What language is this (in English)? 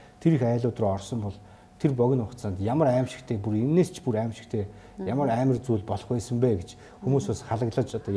Mongolian